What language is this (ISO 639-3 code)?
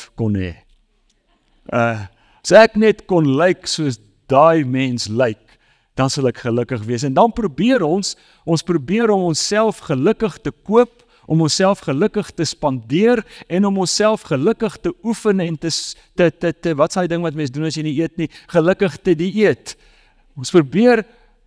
afr